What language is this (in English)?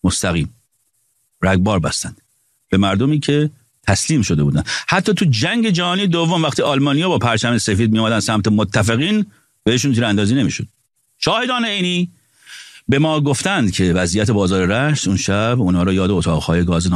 Persian